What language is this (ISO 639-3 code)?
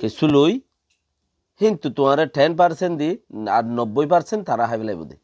rhg